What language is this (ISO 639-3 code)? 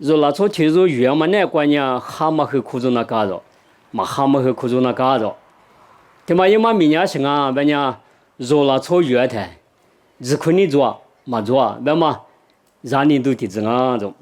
lis